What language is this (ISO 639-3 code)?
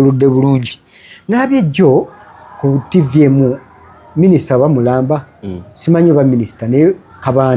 lug